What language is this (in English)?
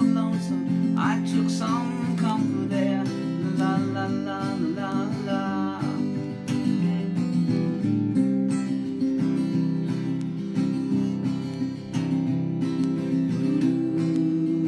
English